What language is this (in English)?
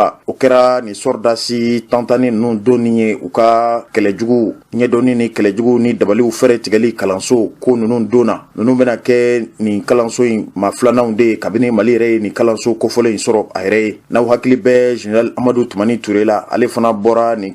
Bambara